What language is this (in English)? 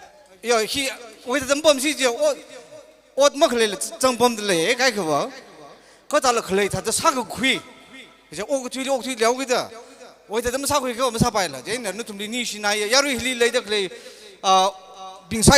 Tangkhul Naga (India)